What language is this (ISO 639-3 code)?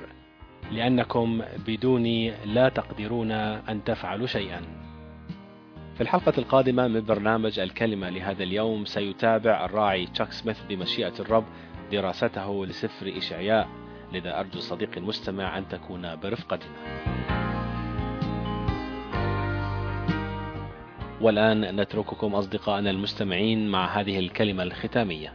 ara